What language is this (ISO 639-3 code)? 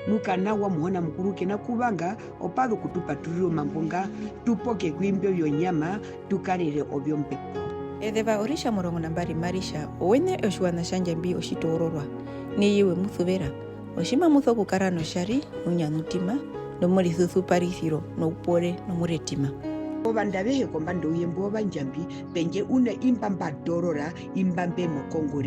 her